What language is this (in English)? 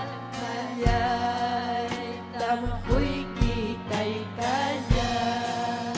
Ayacucho Quechua